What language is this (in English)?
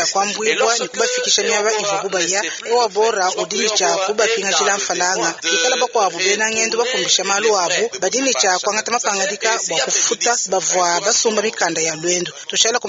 Luba-Lulua